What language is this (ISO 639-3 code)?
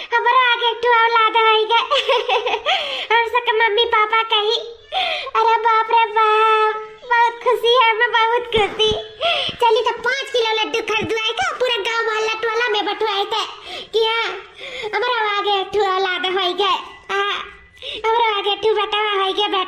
awa